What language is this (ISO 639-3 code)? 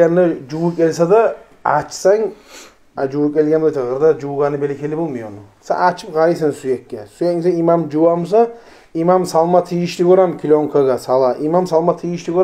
kum